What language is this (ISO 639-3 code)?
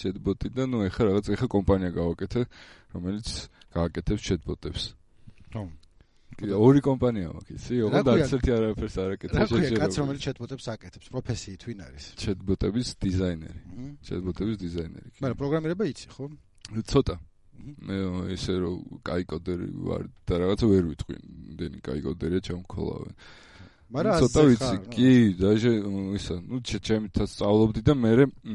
kat